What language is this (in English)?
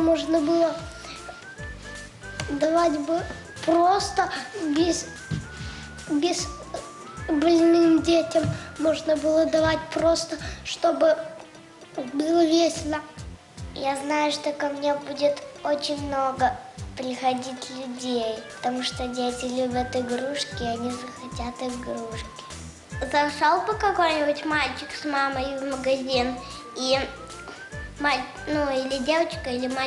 Russian